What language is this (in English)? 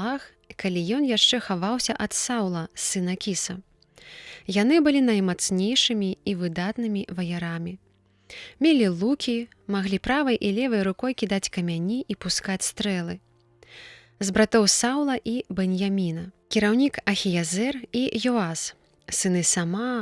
Belarusian